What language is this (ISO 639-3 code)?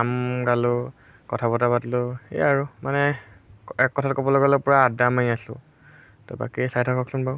asm